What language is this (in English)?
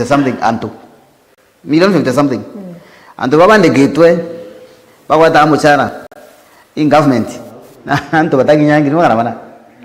Meru